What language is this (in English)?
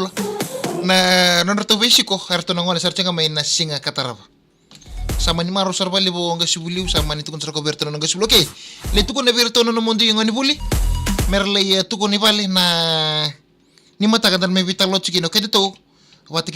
Fijian